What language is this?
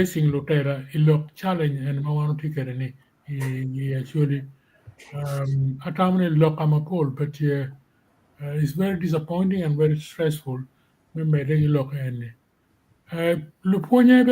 Acoli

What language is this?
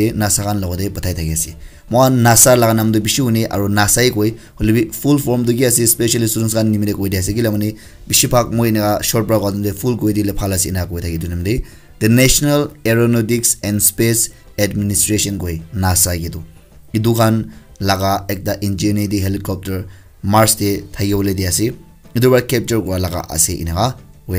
Naga Pidgin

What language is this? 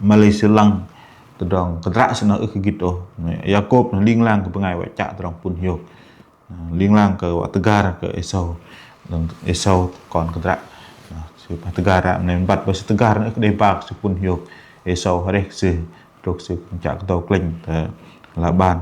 Bahnar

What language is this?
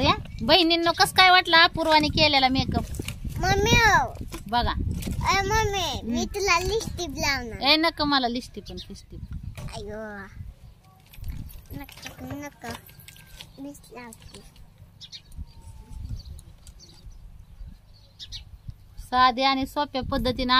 Marathi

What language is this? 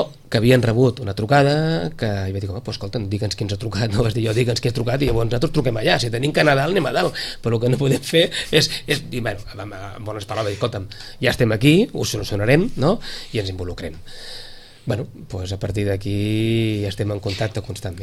Catalan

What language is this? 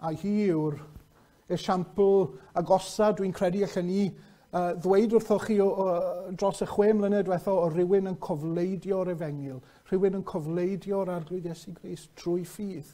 Welsh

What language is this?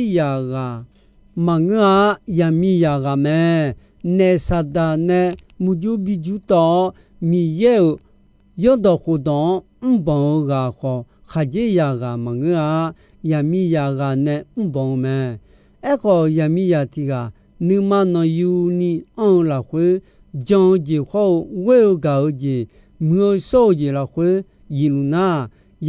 Akha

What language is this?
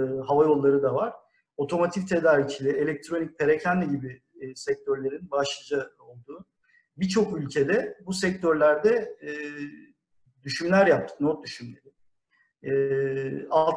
Turkish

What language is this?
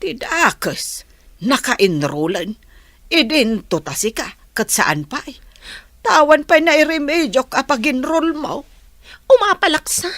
Iloko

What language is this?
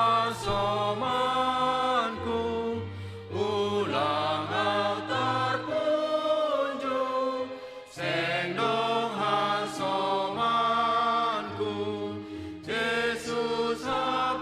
Batak Simalungun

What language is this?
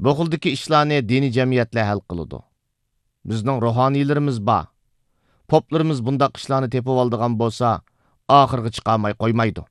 Uyghur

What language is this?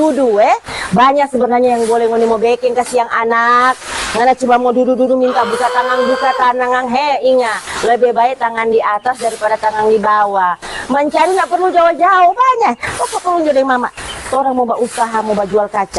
Manado Malay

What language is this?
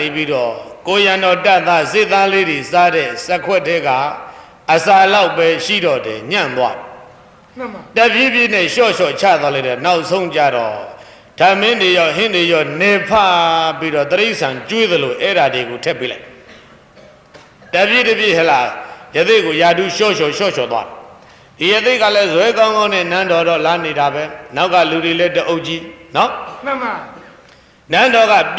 Burmese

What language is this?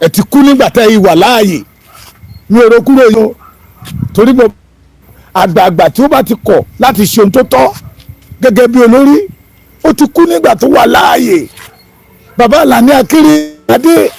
Yoruba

